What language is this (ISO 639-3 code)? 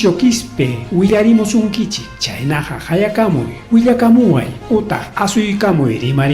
quy